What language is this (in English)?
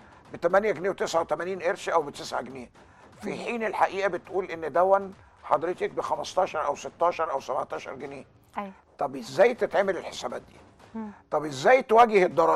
Egyptian Arabic